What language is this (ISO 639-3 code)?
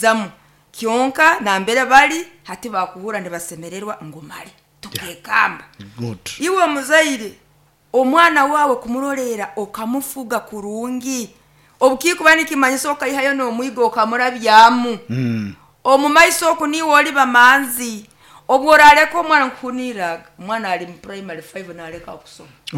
nyo